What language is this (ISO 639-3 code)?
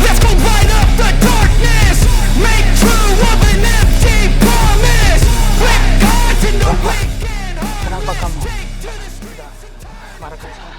mfp